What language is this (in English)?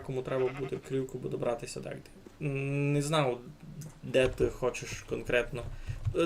Rusyn